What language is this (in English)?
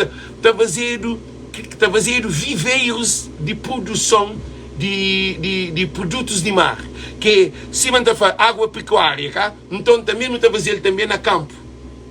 Kabuverdianu